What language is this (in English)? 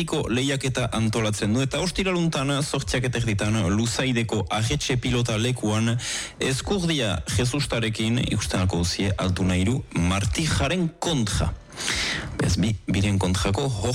Basque